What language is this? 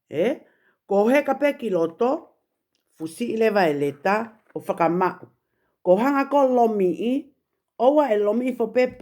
Tongan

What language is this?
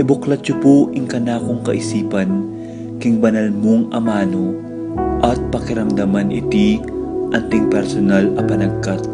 Pampanga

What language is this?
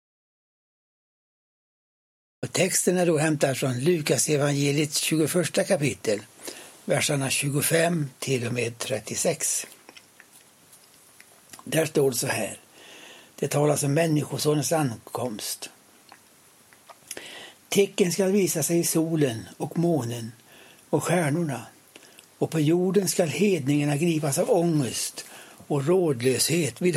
Swedish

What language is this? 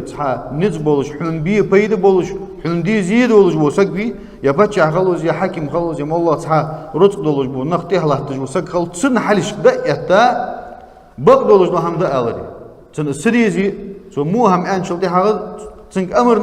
Ingush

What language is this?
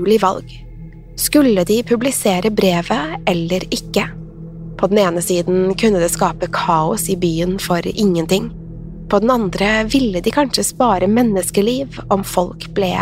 Norwegian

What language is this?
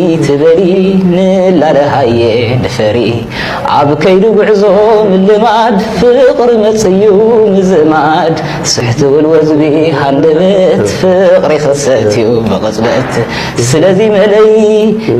Tigrinya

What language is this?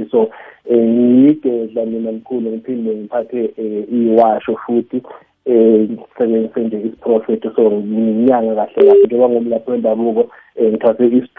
South Ndebele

